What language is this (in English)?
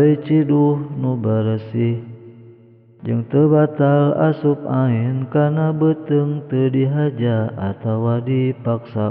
Sundanese